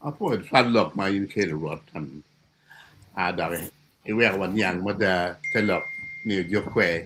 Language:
Acoli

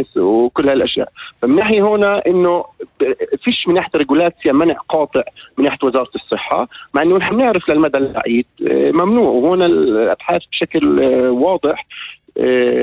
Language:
North Levantine Arabic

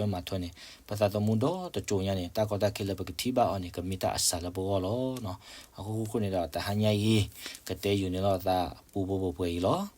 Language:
S'gaw Karen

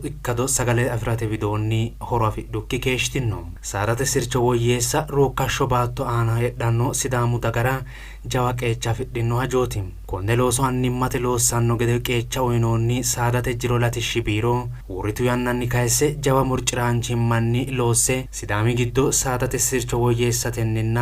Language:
Sidamo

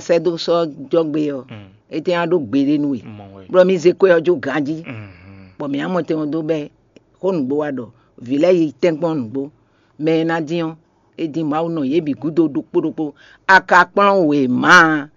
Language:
Fon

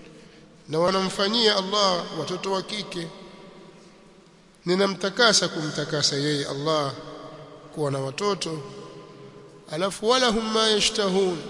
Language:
Swahili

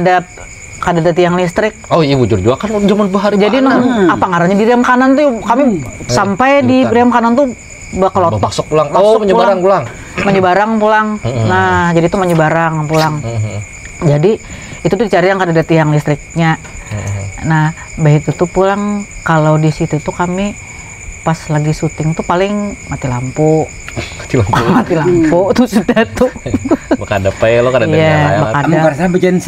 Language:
Banjar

